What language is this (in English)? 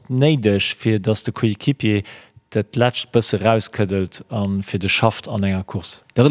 Luxembourgish